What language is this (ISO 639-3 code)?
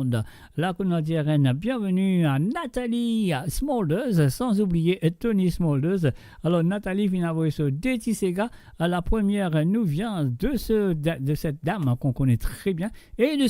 mfe